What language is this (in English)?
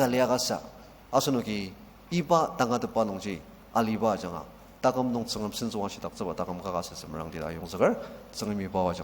Ao Naga